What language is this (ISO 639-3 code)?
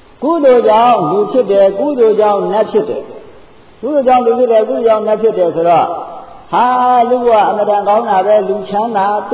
mya